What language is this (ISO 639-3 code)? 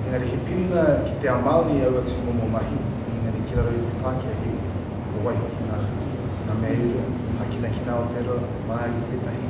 mri